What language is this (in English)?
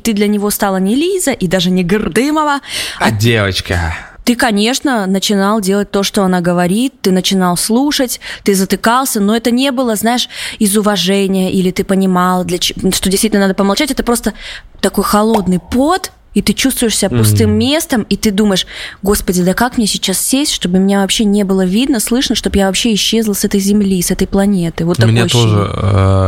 Russian